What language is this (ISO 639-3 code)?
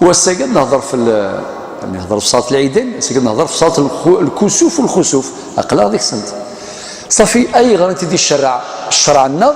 kab